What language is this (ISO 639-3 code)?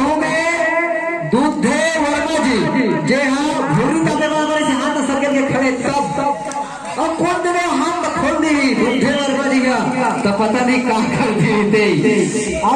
hne